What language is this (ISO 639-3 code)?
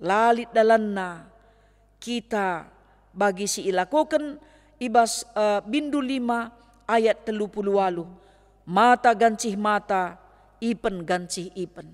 btx